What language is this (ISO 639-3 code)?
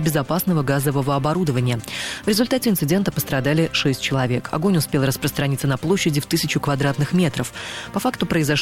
rus